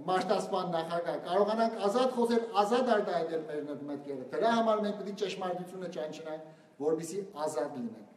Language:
Western Armenian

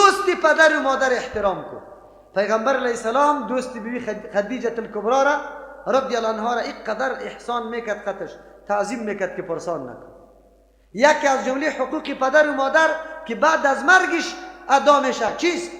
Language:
Persian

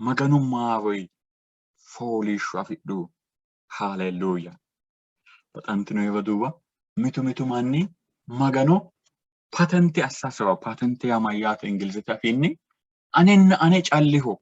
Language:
Sidamo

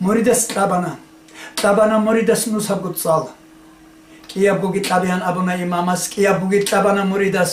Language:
Avaric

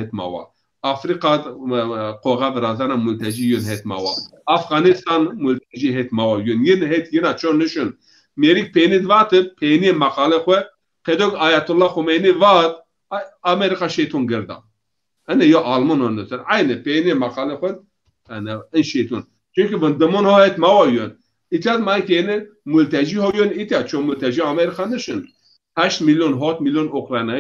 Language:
Zaza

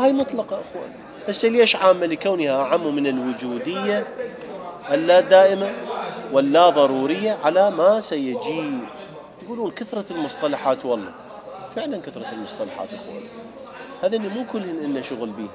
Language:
Mesopotamian Arabic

